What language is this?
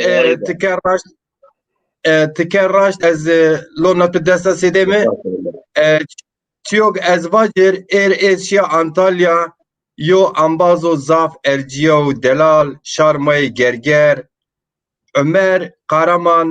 Zaza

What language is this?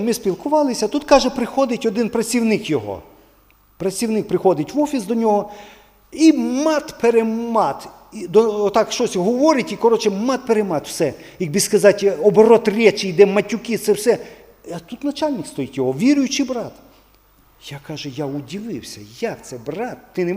Ukrainian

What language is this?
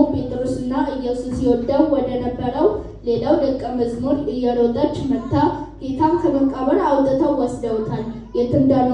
Amharic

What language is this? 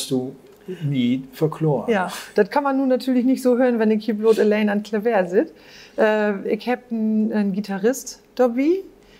Low German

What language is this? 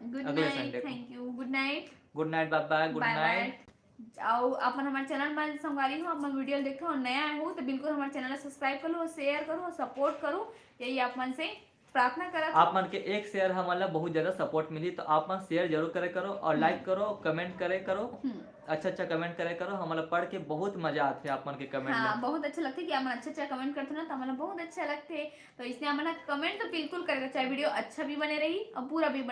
Chhattisgarhi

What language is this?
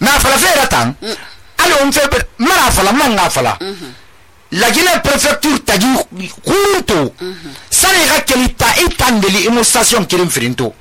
Susu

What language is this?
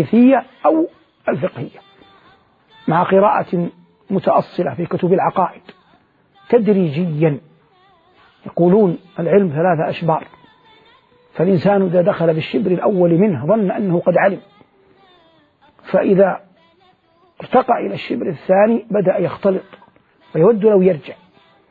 Arabic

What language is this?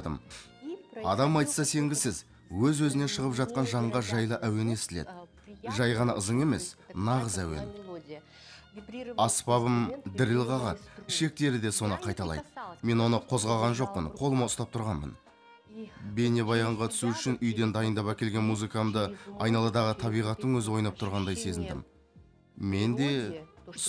Kazakh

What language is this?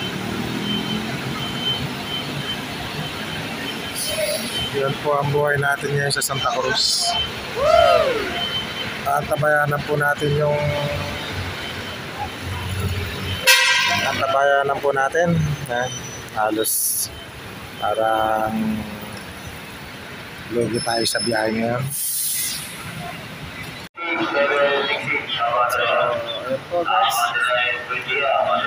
Filipino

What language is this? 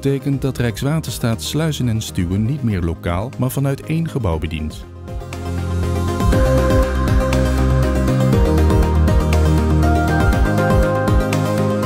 Dutch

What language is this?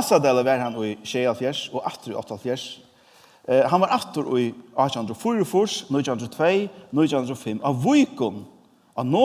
Faroese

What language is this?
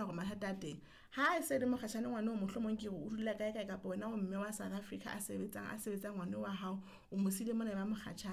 Southern Sotho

